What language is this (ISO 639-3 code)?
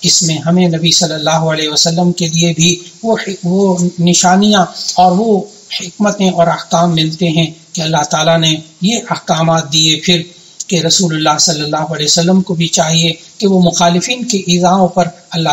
urd